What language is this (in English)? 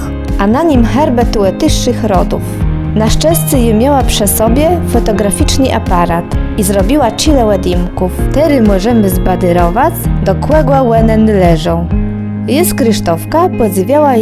Kashubian